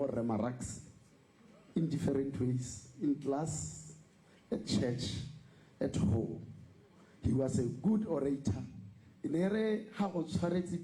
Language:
Tswana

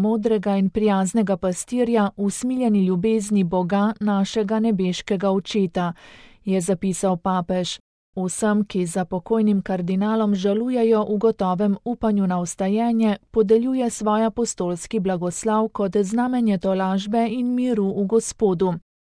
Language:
Slovenian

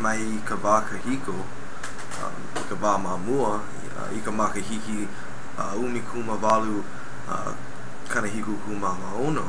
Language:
Hawaiian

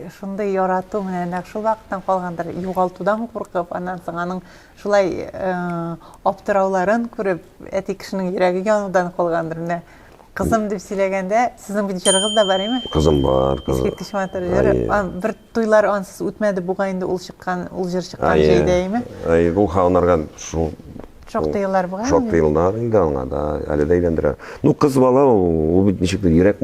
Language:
Tatar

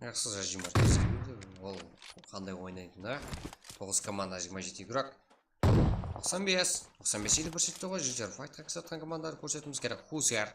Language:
Kara-Kalpak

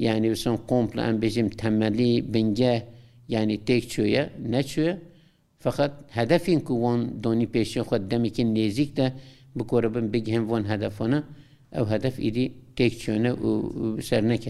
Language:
Kurdish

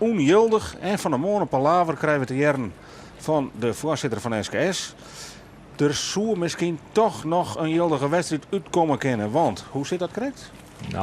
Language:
Western Frisian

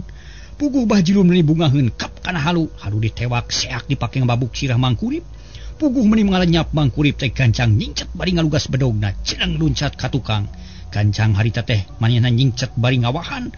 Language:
Sundanese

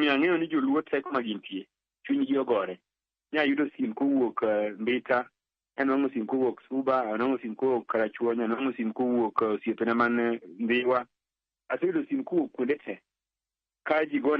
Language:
Luo (Kenya and Tanzania)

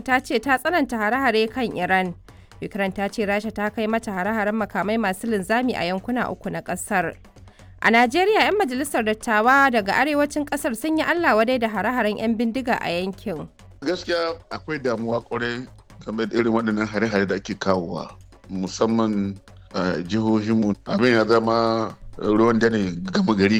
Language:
Hausa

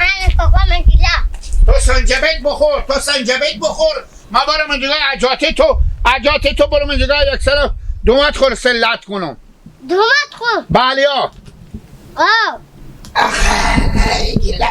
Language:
Hazaragi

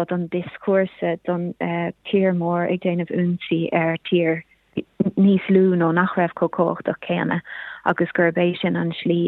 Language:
Irish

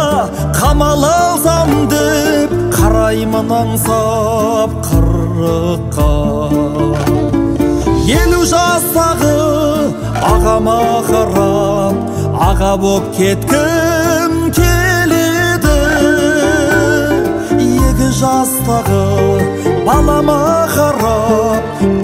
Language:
Kazakh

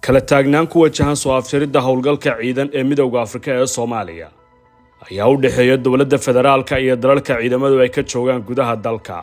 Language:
Somali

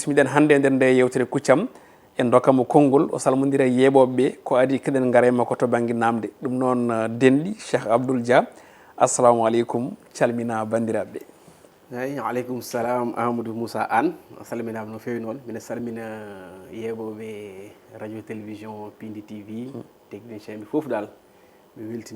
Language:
Fula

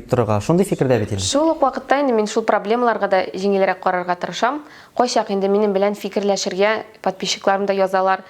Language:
Tatar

